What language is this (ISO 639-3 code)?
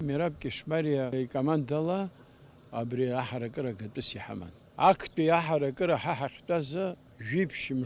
abk